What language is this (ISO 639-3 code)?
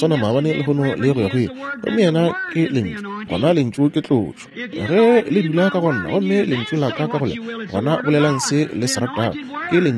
nso